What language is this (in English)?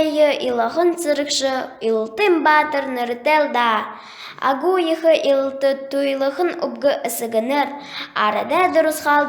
Buriat